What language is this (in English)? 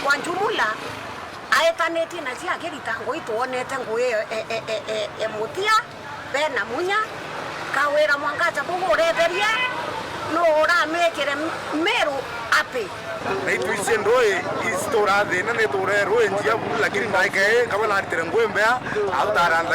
Meru